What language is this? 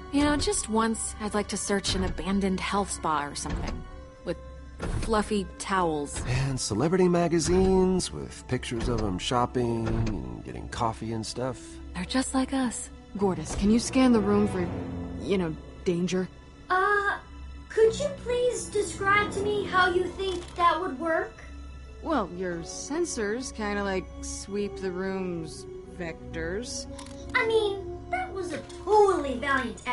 English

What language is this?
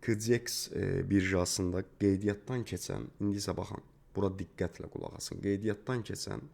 Azerbaijani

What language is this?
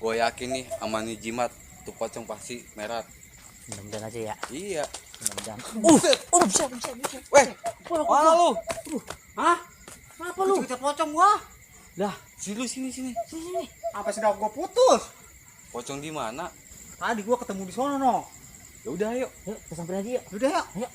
Betawi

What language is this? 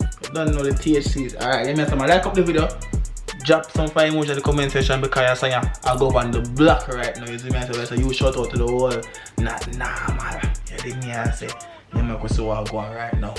Jamaican Creole English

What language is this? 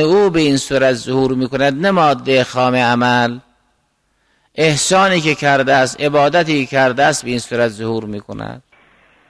Persian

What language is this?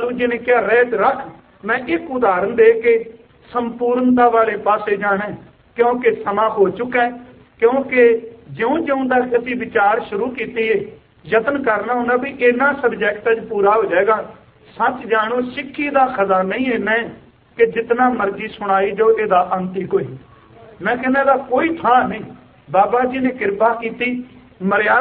Punjabi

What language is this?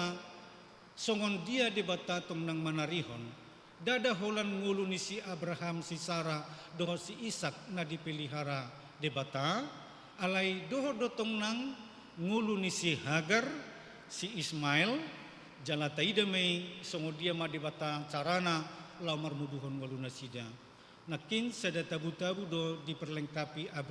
Batak Toba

